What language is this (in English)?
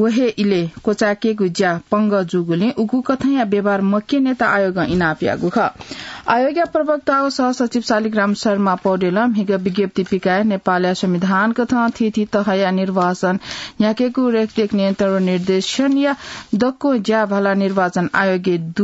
Newari